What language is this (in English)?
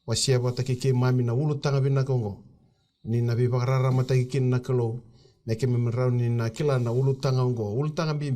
Fijian